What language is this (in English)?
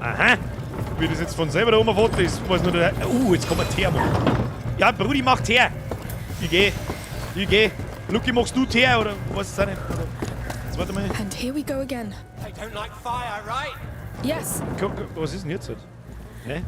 Bavarian